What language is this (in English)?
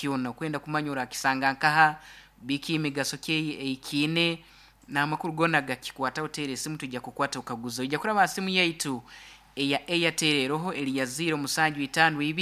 Nyankole